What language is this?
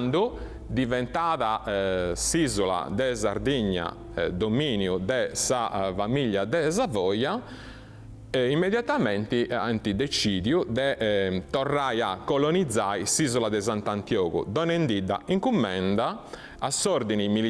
Sardinian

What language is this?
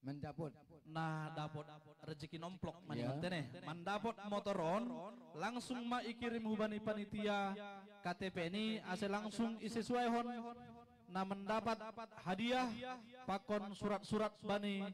Batak Simalungun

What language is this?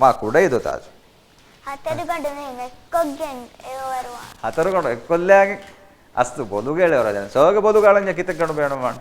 Divehi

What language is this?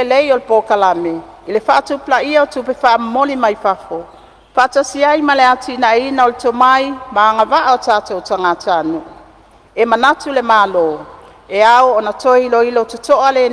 Samoan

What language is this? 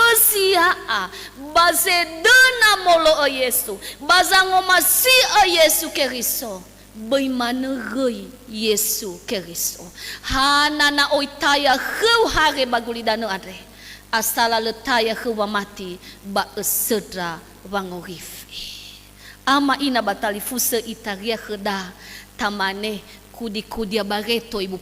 Nias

